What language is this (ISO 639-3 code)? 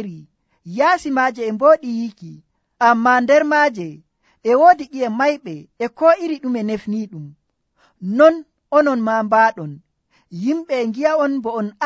fuv